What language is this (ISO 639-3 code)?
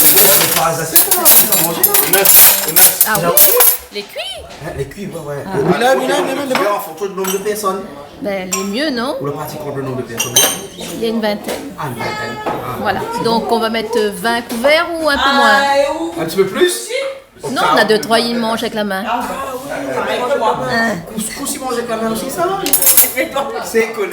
rcf